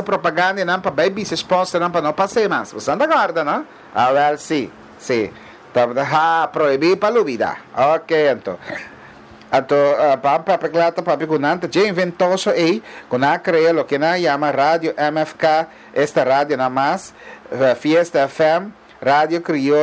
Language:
Papiamento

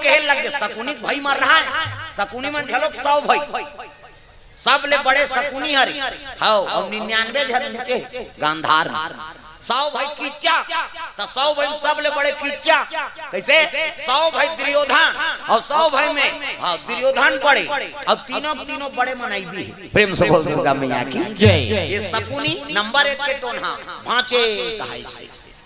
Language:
Chhattisgarhi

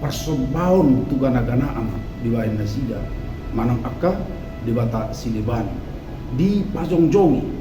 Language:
Batak Toba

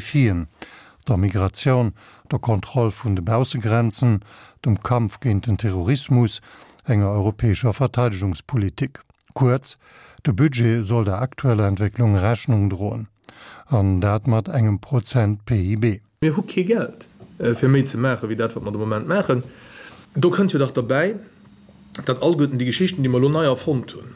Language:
Luxembourgish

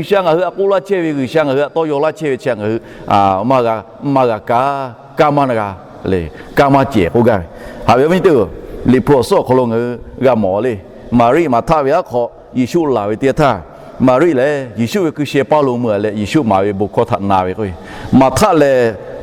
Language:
Lahu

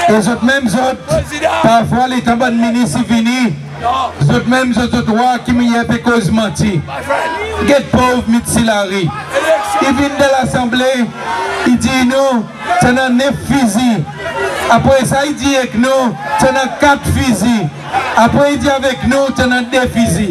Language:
Seselwa Creole French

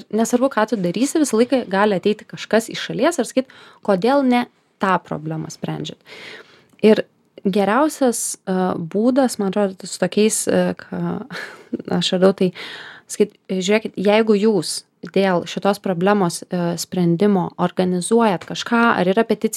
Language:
Lithuanian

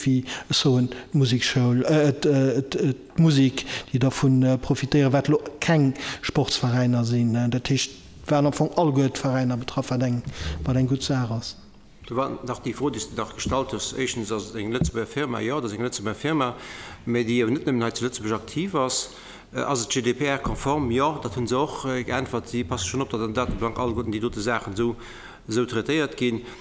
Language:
Luxembourgish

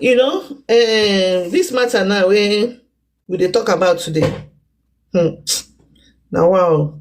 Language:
Nigerian Pidgin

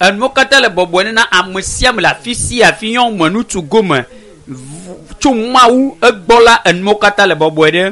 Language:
Ewe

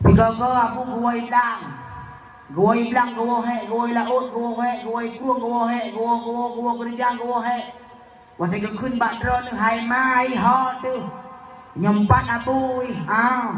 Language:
Achinese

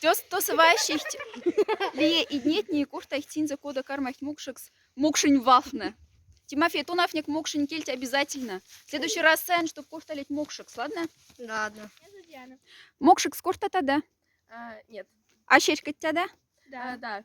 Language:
Moksha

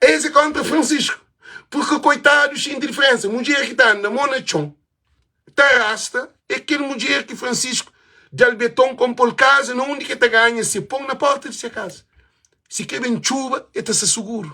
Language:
Kabuverdianu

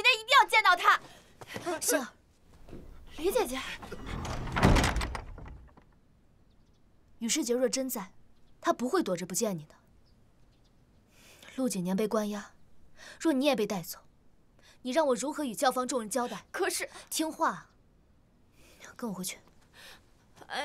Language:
Chinese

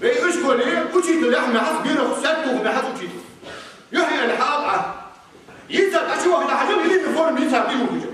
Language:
Ingush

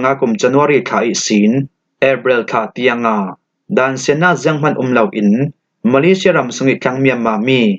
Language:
Falam Chin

